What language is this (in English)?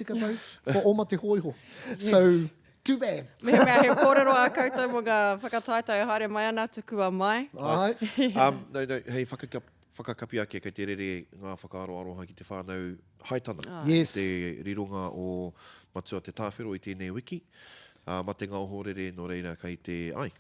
Māori